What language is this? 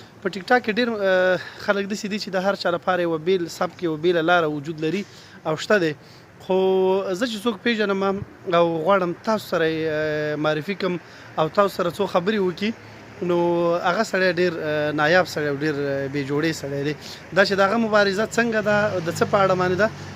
Pashto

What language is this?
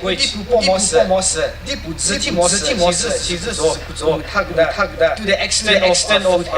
Chokri Naga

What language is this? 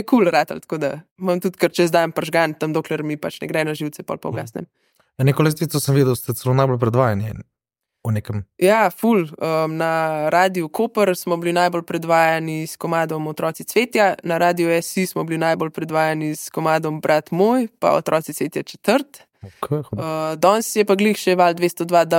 Slovenian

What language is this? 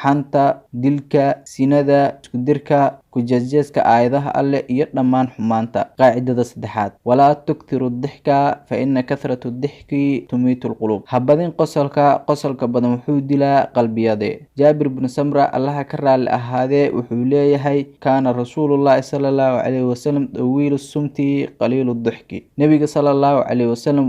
Somali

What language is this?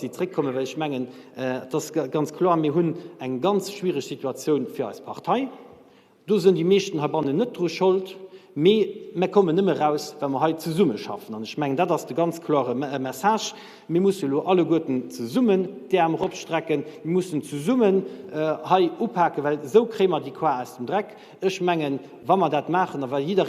Luxembourgish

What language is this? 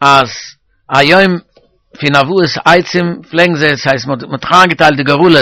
Yiddish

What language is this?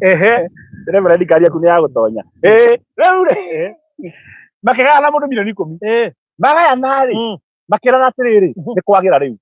Kikuyu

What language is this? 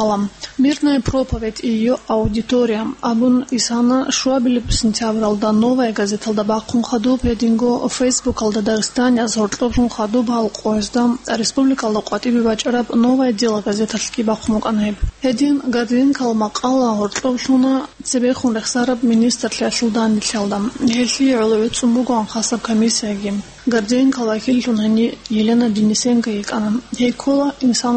Avaric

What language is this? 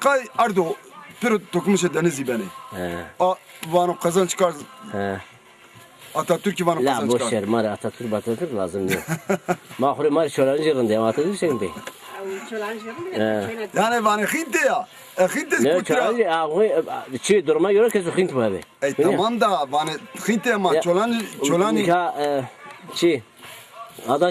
Zaza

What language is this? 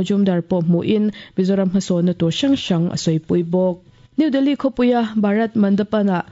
Mizo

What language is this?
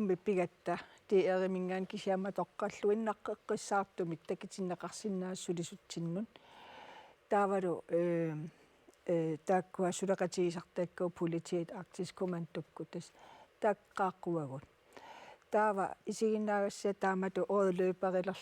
Kalaallisut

